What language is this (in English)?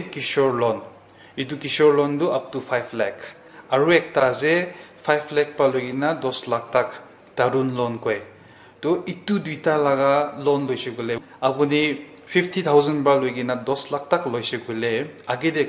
Naga Pidgin